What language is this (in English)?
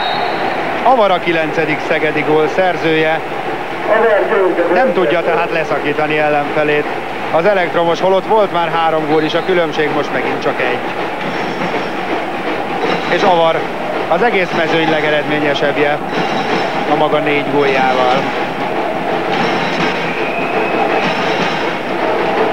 Hungarian